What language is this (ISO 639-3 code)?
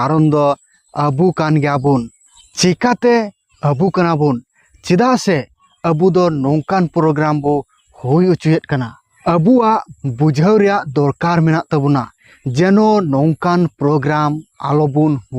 sat